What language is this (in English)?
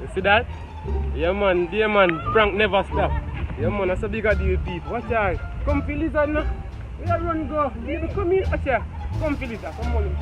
Jamaican Creole English